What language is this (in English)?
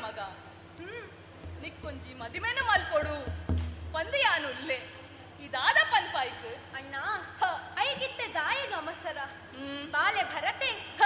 Tulu